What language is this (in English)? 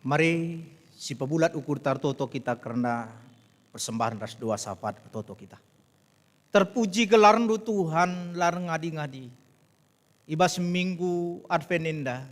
Batak Karo